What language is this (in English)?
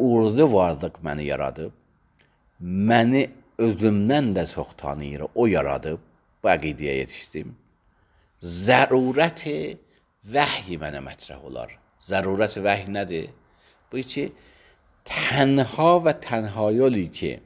Azerbaijani